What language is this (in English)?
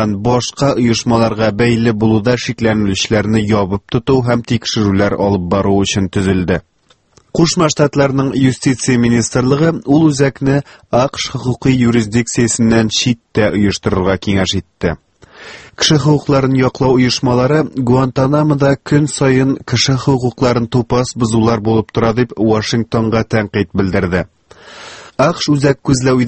Tatar